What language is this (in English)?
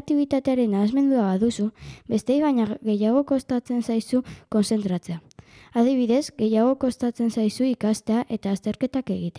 Basque